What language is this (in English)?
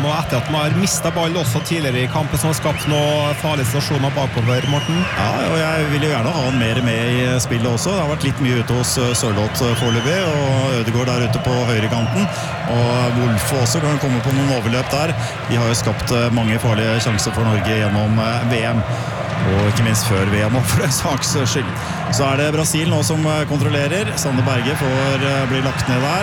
Norwegian